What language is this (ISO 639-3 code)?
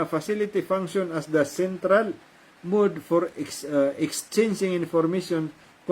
mrw